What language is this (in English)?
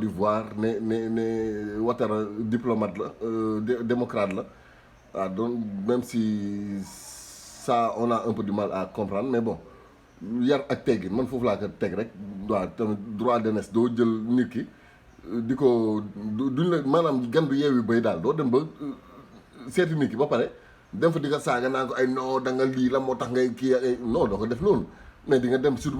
Wolof